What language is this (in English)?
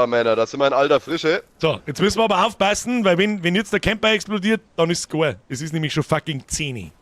Bavarian